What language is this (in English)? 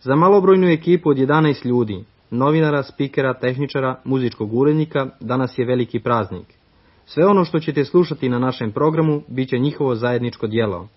Serbian